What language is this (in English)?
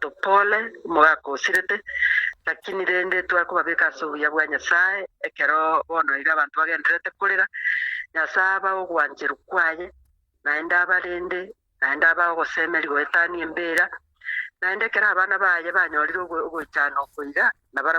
Gusii